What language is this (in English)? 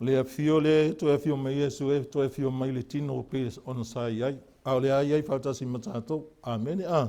Samoan